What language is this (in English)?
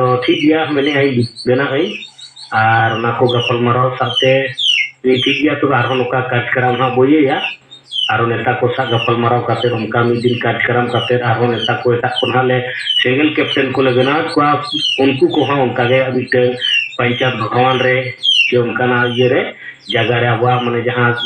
Santali